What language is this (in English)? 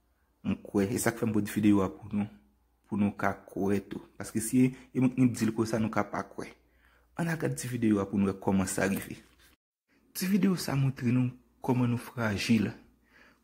Haitian Creole